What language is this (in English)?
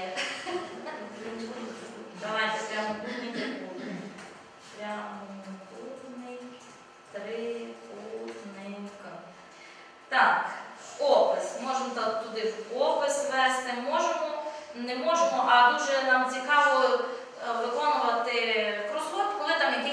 Ukrainian